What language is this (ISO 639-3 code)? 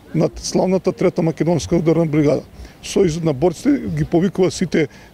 mkd